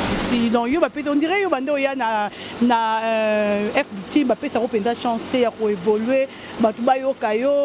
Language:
Lingala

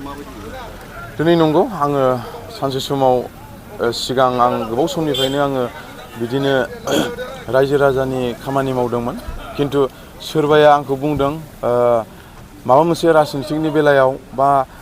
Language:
Bodo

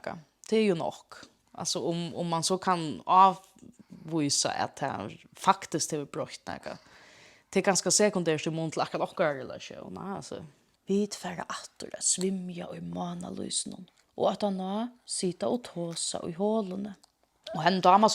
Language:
Faroese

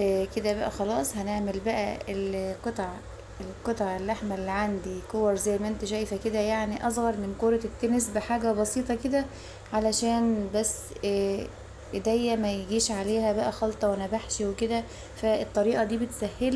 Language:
Egyptian Arabic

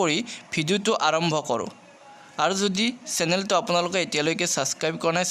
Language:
Assamese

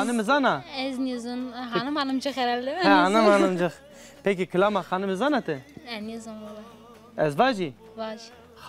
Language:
Zaza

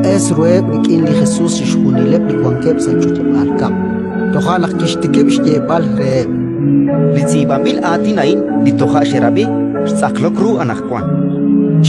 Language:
Kekchí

